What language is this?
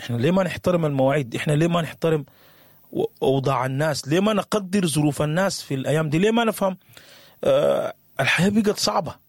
Sudanese Arabic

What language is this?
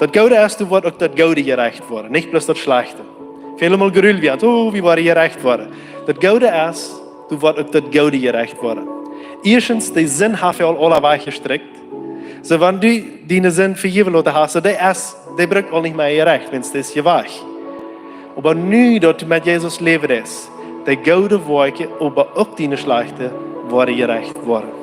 Plautdietsch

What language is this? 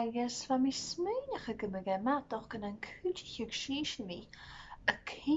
Scottish Gaelic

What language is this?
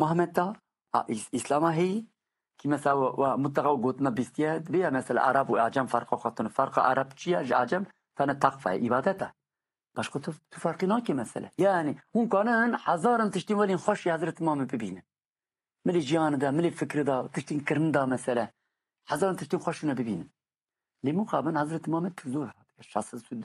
Kurdish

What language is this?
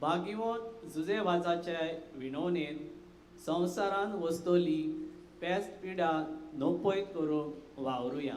Konkani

